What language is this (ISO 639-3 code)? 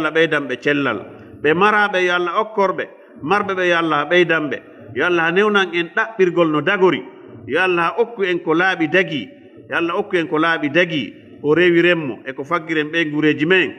ful